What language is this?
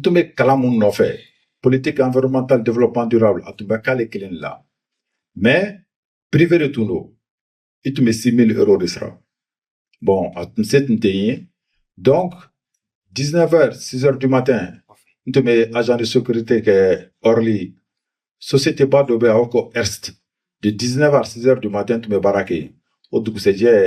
Bambara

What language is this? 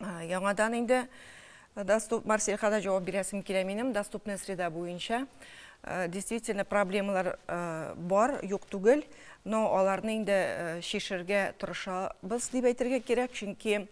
Tatar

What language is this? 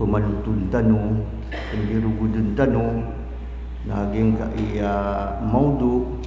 Maranao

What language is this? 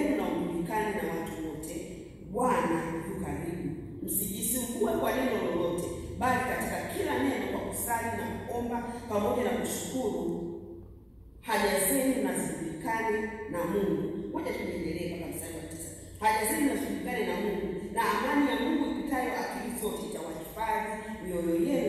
Swahili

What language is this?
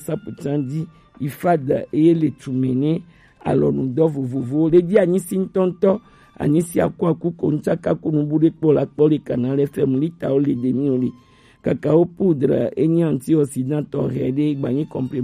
Gen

